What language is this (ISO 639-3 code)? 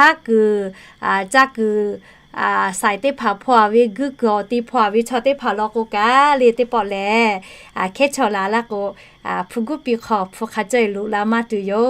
lhu